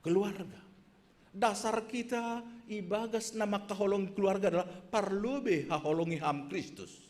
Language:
Batak Simalungun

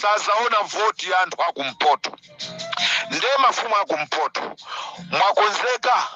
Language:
Nyanja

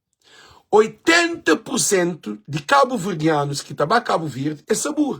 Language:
Kabuverdianu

